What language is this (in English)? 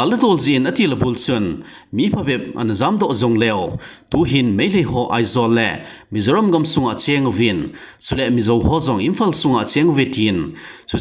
Thado Chin